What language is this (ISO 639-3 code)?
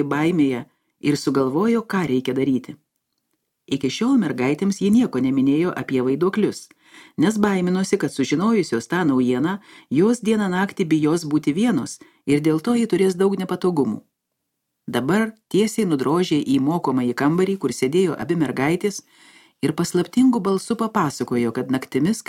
lit